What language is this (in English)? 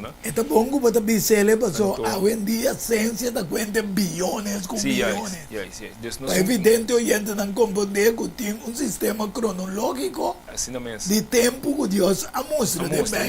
Papiamento